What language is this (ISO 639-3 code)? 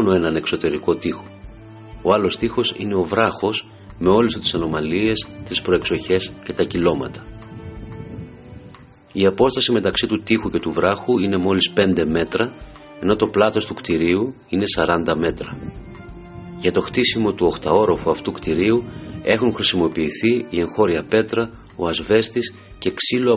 ell